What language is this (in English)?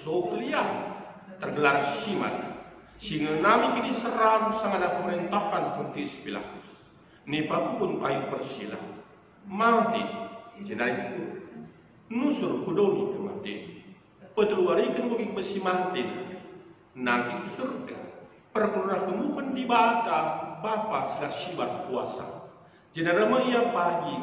Batak Karo